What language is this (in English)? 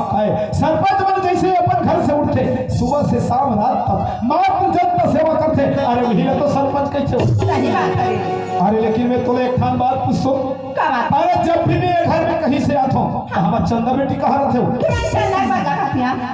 Chhattisgarhi